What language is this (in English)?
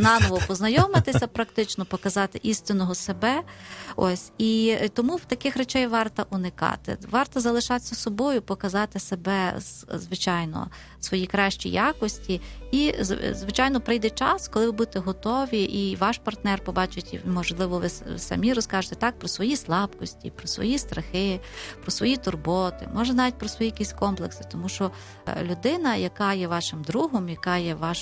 Ukrainian